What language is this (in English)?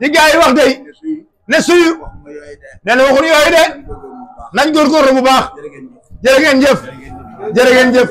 Wolof